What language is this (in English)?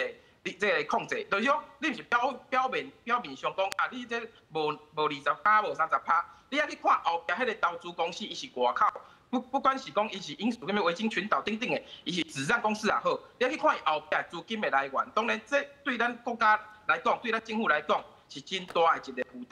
Min Nan Chinese